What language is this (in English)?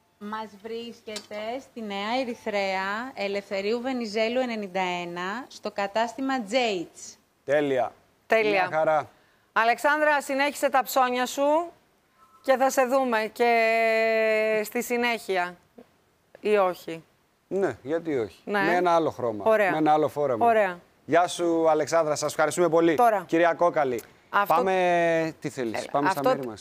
Greek